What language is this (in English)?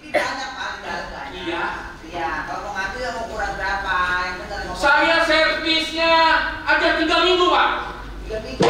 Betawi